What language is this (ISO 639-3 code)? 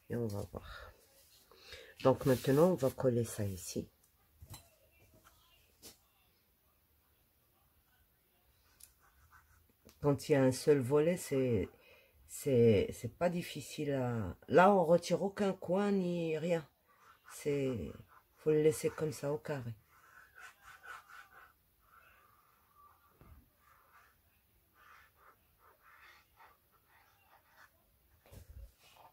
fra